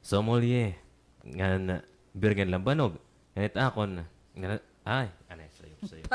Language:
Waray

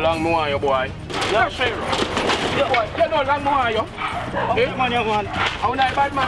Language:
Jamaican Creole English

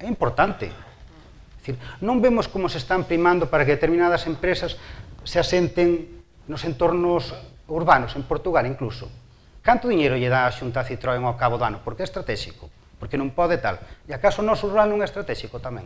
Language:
Galician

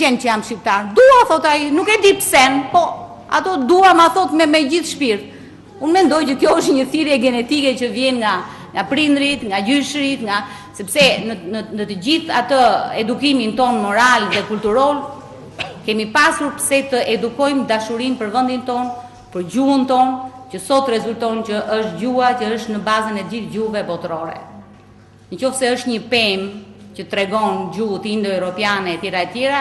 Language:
Albanian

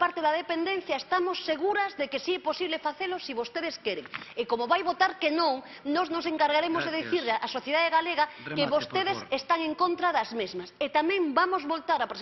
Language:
Galician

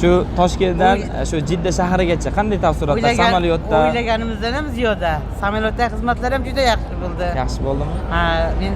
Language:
Uzbek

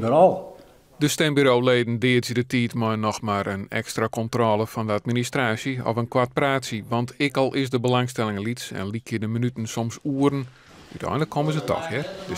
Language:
Western Frisian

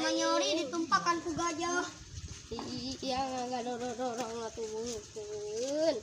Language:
Sundanese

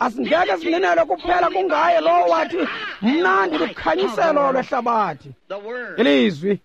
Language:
Xhosa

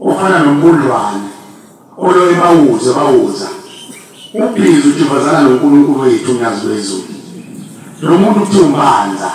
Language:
Zulu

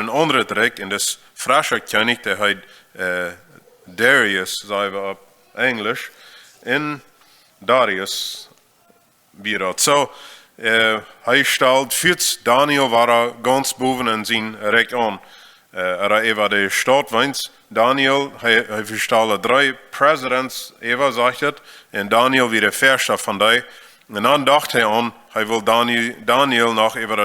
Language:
Plautdietsch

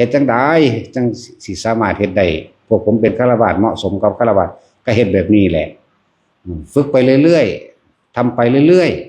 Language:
Lao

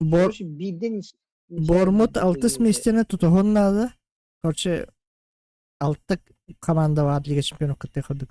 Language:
Yakut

